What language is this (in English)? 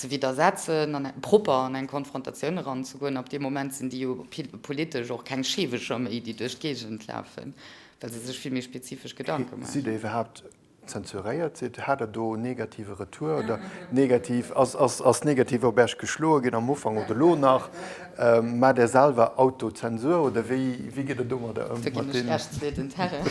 Luxembourgish